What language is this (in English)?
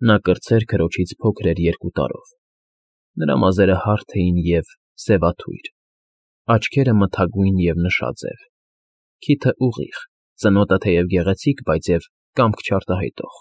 Armenian